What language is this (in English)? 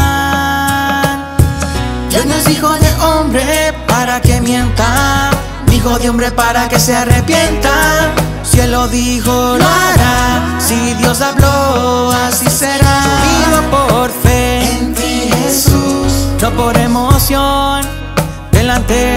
Spanish